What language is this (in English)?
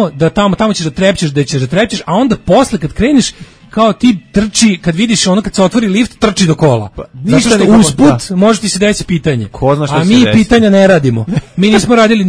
Serbian